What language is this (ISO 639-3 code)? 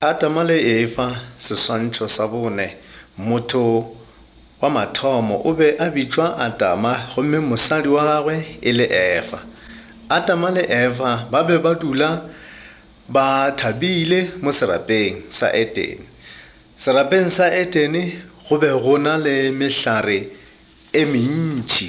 nso